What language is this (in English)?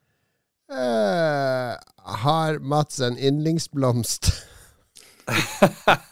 Norwegian